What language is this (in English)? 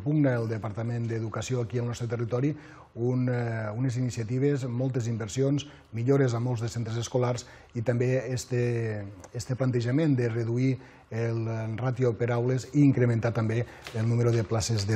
Catalan